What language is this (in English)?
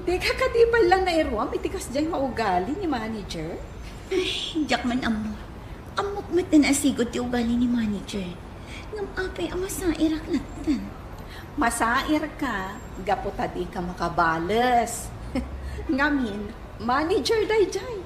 Iloko